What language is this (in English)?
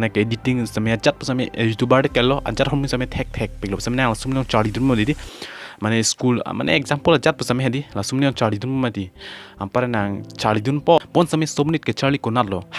Karbi